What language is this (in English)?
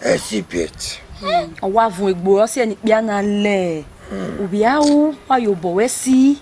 Bini